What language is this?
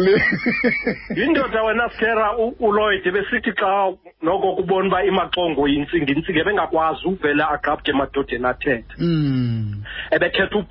Xhosa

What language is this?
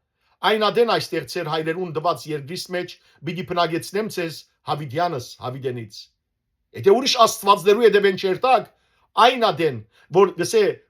Western Armenian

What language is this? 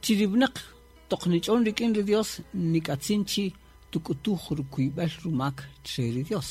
Kaqchikel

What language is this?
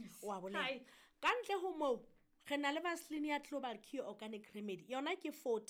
Southern Sotho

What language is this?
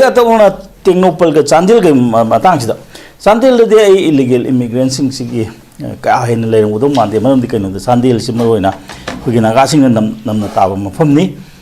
Manipuri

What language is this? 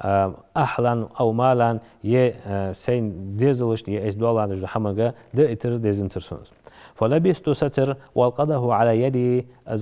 Ingush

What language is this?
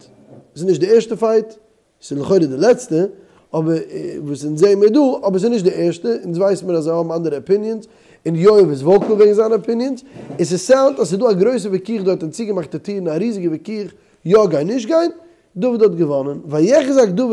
Yiddish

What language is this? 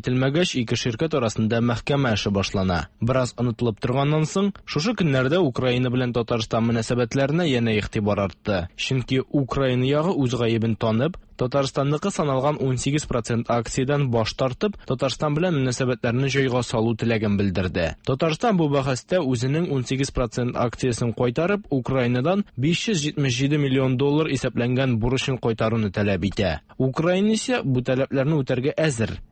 Tatar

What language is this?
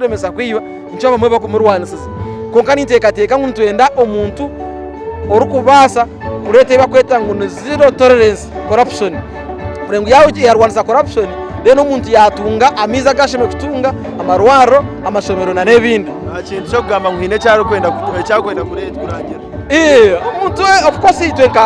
Nyankole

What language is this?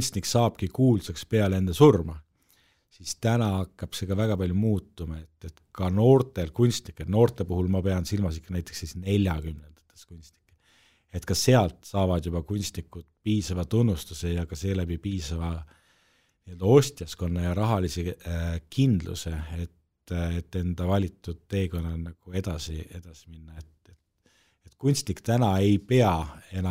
Estonian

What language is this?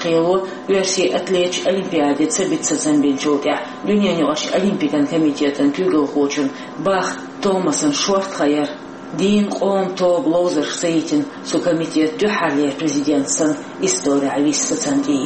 Chechen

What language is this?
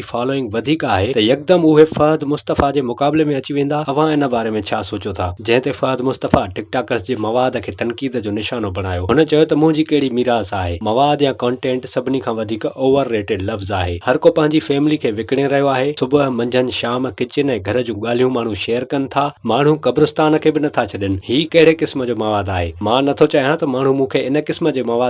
Sindhi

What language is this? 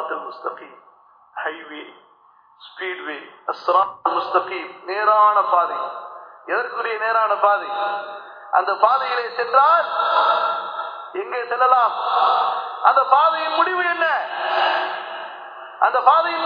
Tamil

